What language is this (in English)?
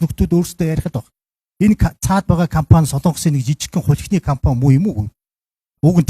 Mongolian